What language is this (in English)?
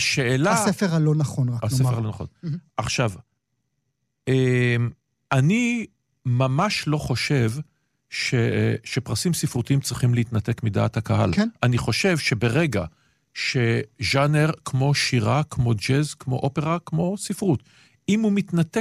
Hebrew